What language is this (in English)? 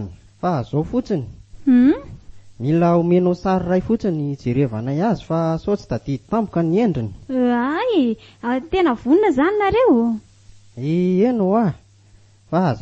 Malagasy